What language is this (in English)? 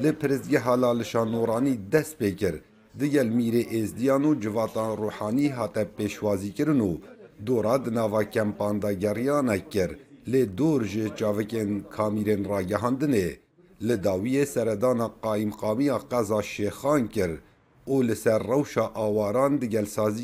Kurdish